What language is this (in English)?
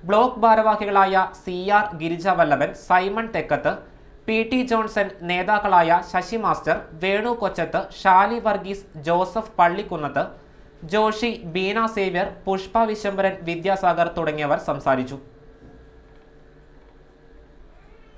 Malayalam